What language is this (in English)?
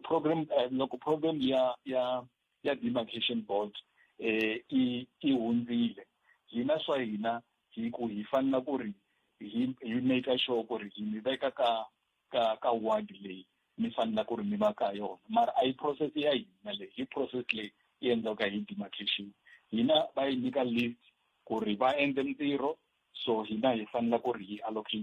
Tsonga